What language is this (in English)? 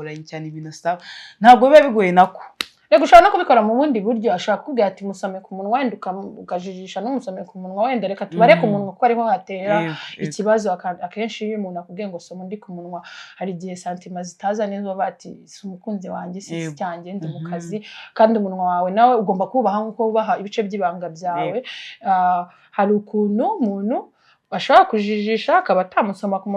Kinyarwanda